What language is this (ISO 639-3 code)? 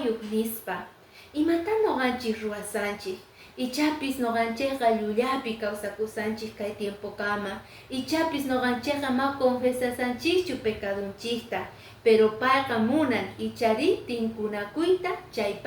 que